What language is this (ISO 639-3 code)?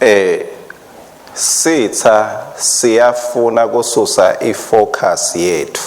ssw